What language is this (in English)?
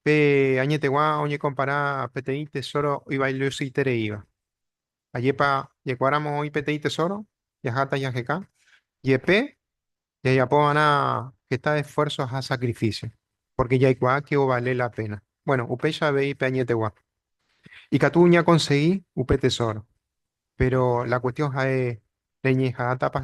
Guarani